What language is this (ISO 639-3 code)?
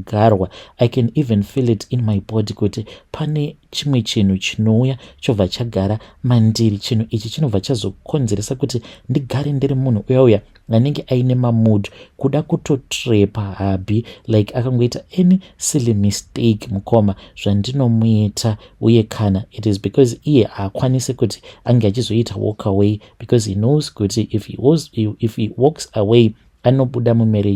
sna